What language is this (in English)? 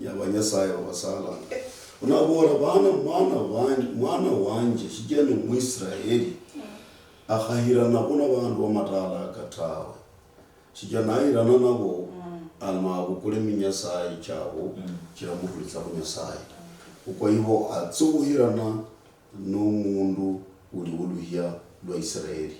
Luyia